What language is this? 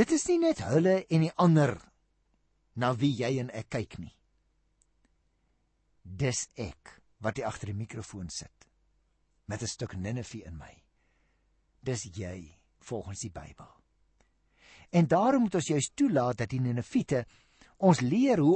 Afrikaans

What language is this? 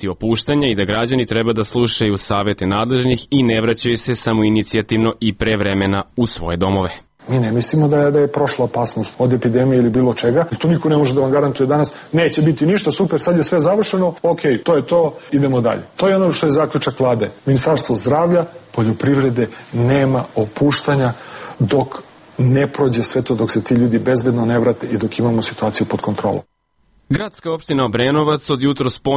Serbian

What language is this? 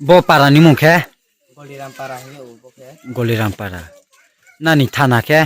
Riang (India)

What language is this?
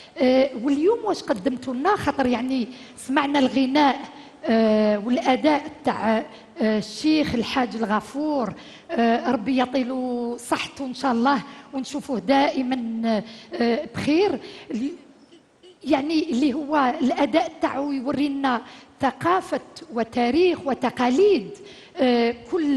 Algerian Arabic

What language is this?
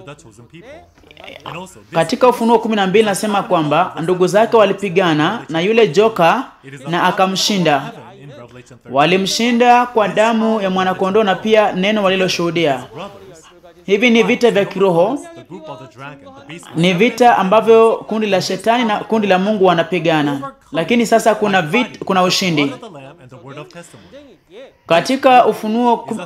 Swahili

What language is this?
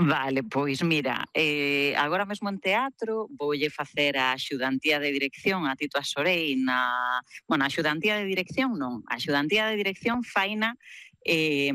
Galician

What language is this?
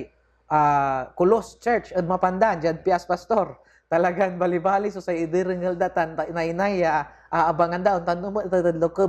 Pangasinan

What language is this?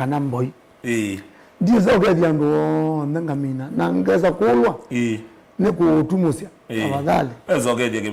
Kamba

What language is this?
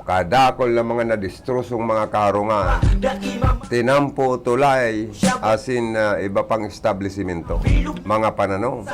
Bikol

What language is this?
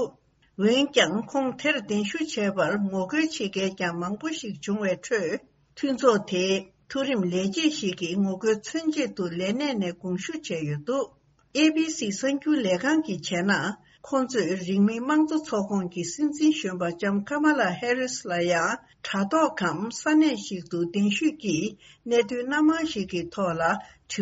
Tibetan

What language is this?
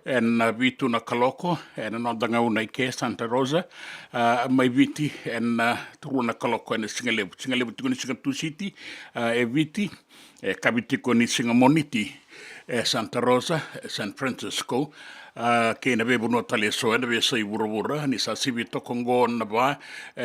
Fijian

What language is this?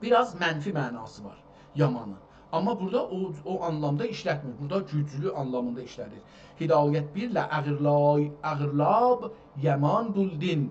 South Azerbaijani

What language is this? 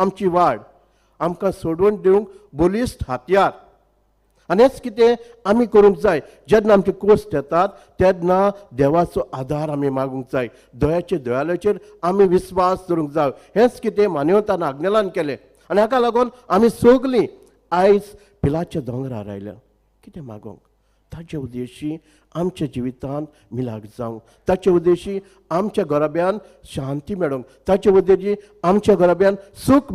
Konkani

